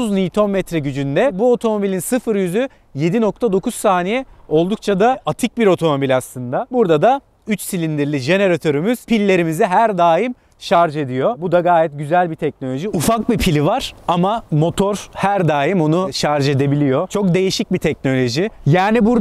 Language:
Turkish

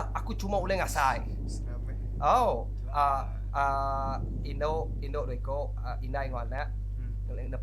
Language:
Iban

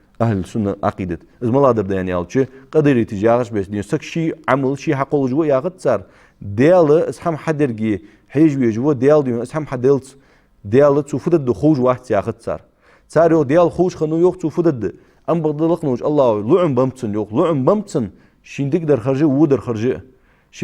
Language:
Ingush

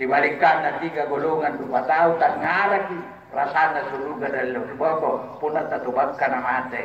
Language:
Makasar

